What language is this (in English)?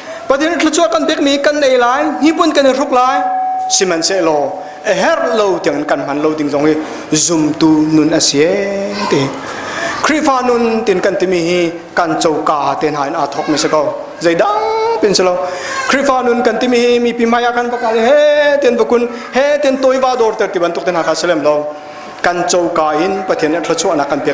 Hakha Chin